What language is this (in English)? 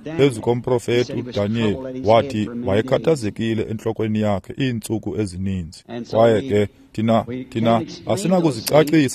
Xhosa